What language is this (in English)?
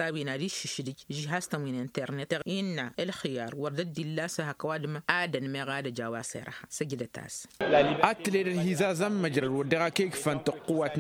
Tamasheq